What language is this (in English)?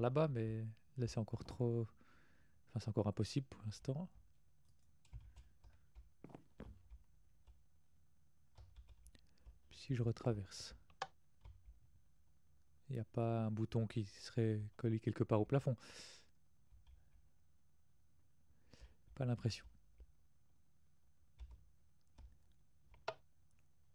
French